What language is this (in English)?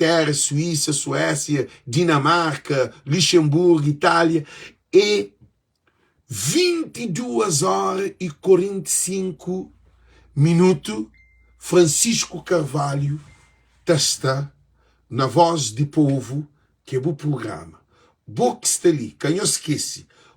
Kabuverdianu